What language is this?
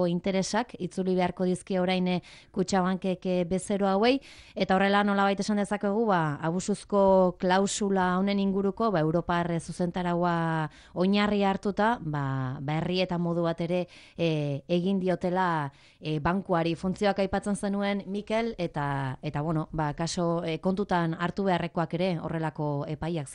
Basque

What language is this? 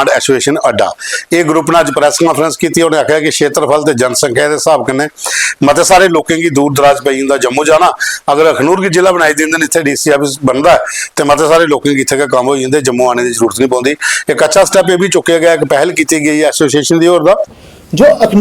Dogri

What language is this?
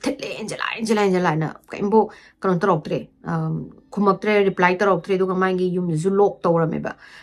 Manipuri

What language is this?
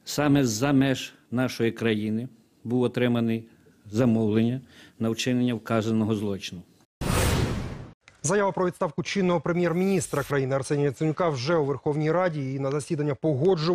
Ukrainian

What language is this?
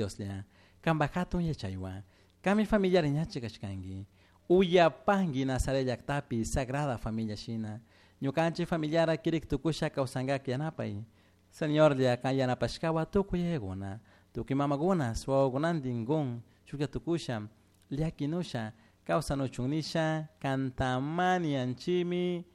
Chimborazo Highland Quichua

